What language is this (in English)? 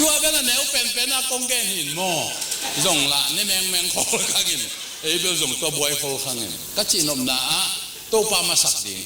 Tedim Chin